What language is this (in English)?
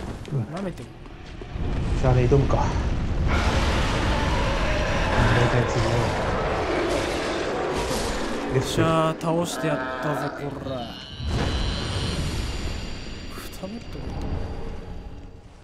Japanese